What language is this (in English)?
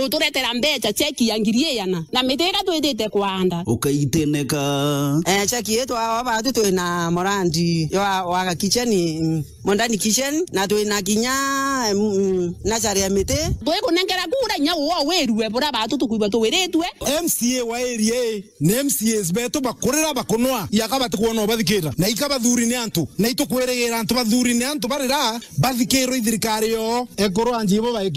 Meru